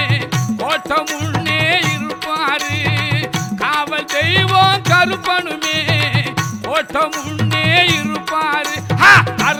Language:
Tamil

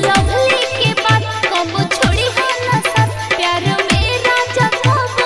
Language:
Bhojpuri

